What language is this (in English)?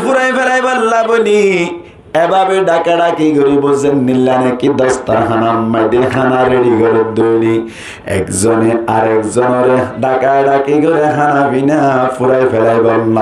Rohingya